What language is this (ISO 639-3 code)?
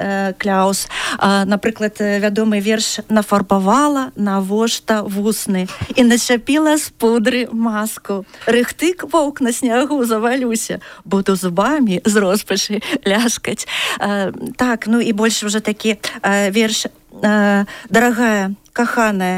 bel